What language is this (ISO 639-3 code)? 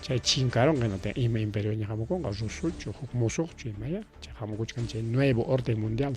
quy